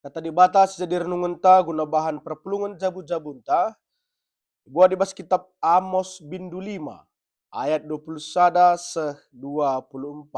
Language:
Batak Karo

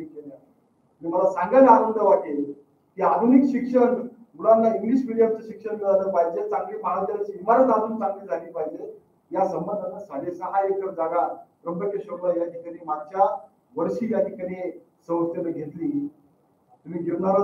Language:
Marathi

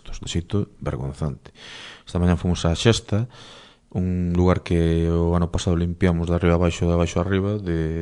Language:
Galician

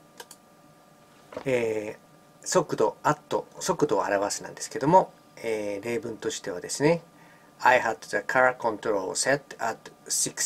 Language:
Japanese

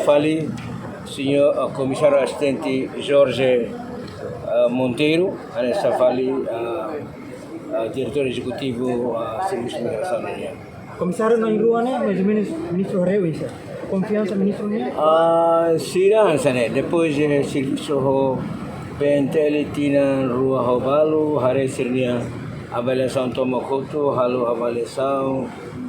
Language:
Tetum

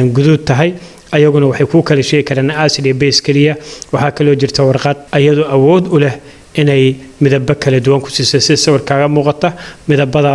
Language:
Somali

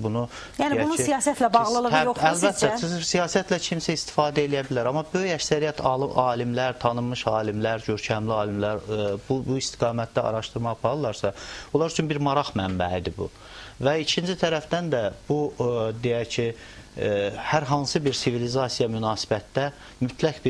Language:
Azerbaijani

